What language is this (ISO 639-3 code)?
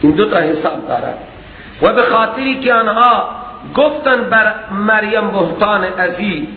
fas